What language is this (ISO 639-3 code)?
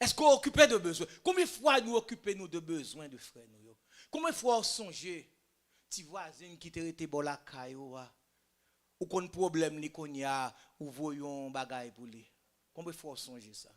hat